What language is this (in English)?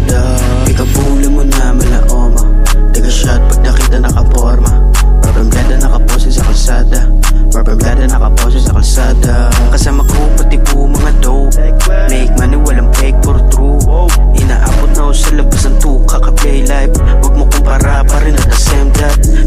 Filipino